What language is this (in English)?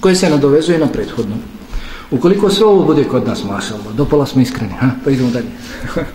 Bosnian